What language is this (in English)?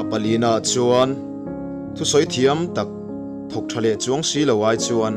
Mizo